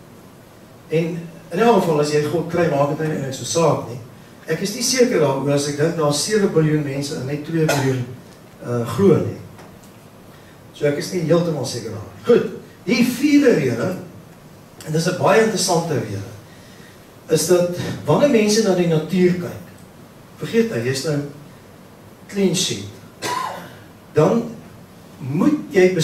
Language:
Afrikaans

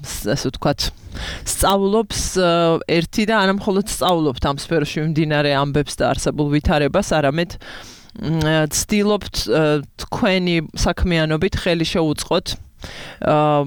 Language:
Georgian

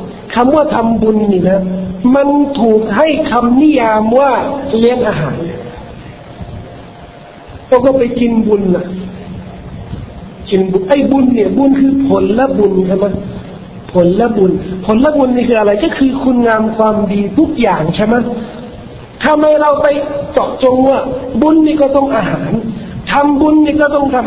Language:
Thai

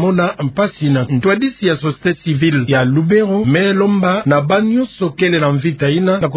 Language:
Kituba (Democratic Republic of Congo)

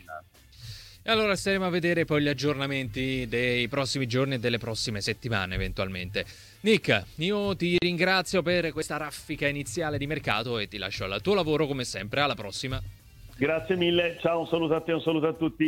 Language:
Italian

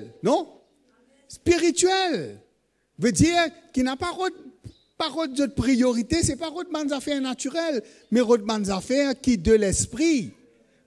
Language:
Morisyen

